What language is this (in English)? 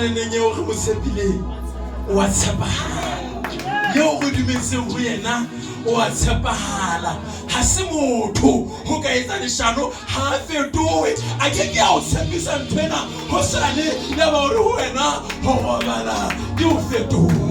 Southern Sotho